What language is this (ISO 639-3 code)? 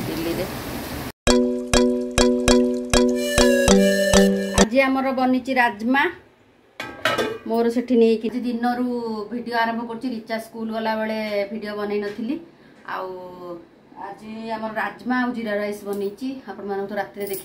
spv